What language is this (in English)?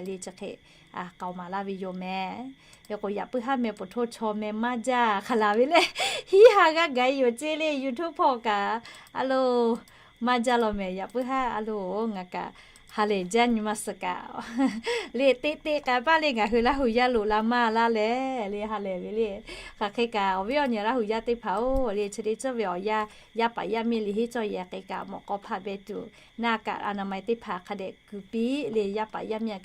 Lahu